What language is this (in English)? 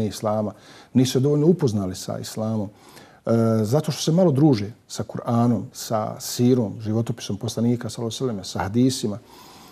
Bosnian